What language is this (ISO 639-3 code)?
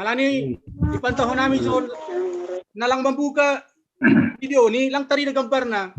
bts